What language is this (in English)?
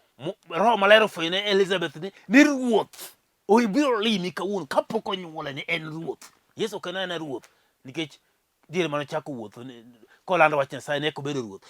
Luo (Kenya and Tanzania)